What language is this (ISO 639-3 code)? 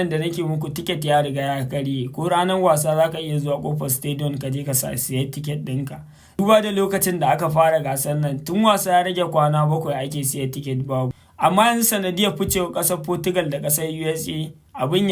hau